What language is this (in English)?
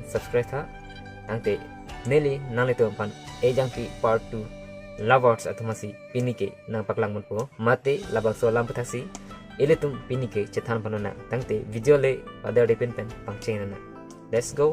Karbi